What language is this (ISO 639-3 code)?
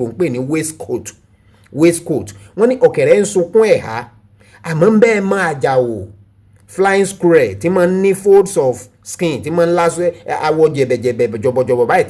yor